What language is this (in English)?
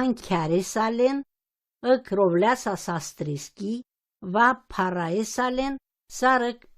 Romany